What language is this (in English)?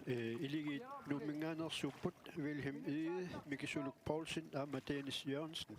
Kalaallisut